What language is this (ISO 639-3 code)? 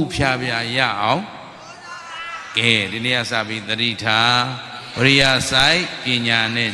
mya